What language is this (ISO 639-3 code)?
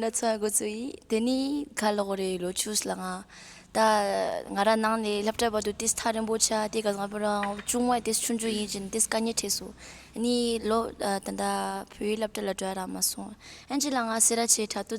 bod